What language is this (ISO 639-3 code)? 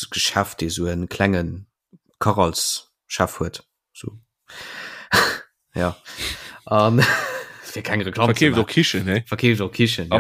ltz